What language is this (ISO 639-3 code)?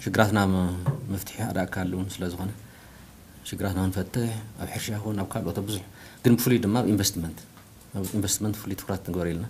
tir